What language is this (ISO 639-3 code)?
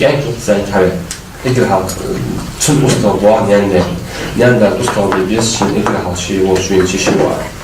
inh